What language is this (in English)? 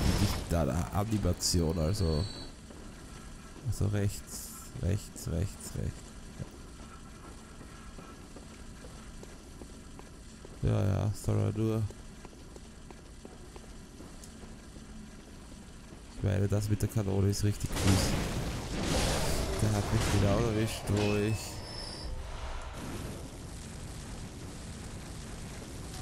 German